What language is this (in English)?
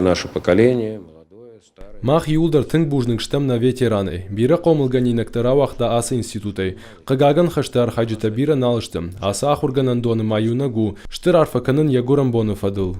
Ossetic